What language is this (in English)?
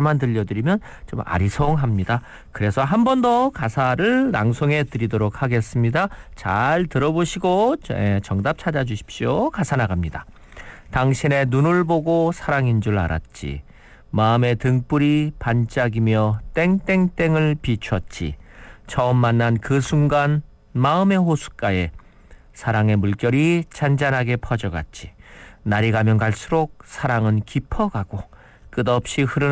Korean